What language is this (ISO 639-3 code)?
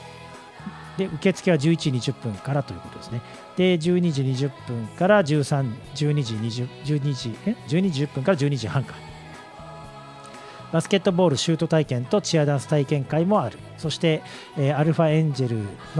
jpn